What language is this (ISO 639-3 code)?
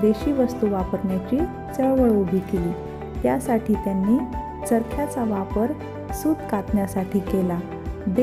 mar